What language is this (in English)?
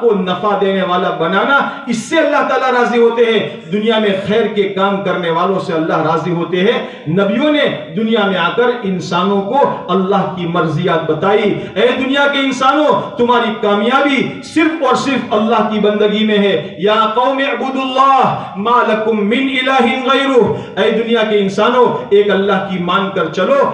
Urdu